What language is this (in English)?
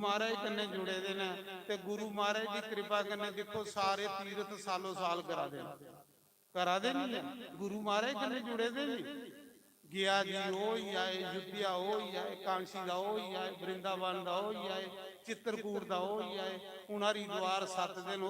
Dogri